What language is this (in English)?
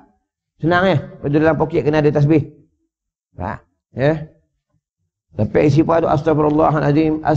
Malay